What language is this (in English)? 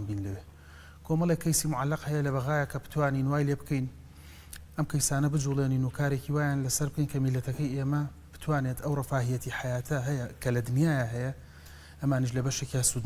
Central Kurdish